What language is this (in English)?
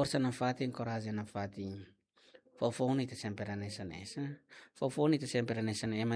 Tetum